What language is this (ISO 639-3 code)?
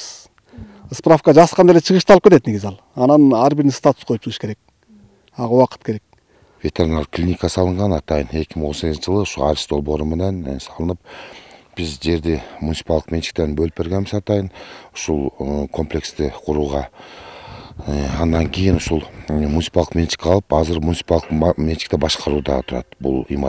kir